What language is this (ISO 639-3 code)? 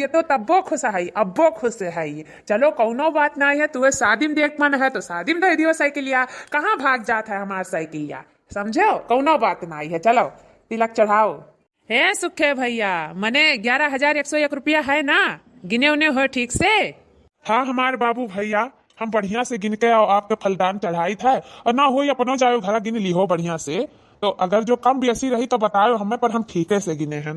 awa